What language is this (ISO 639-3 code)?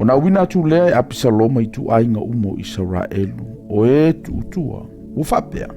smo